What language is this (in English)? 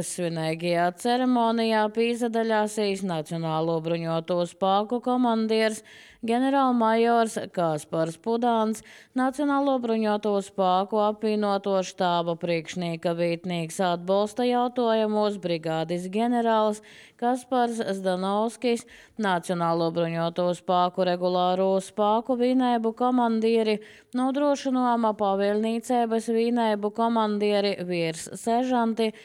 Latvian